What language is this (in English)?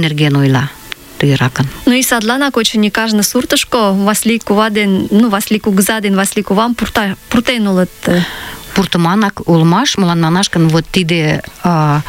Mari